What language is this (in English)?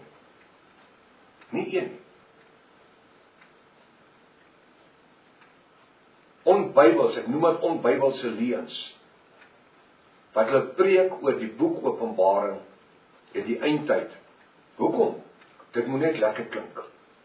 Afrikaans